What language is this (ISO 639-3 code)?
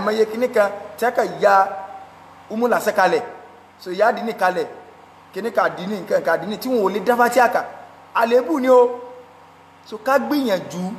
yor